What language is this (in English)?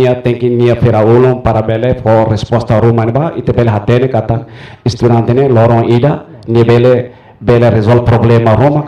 Tetum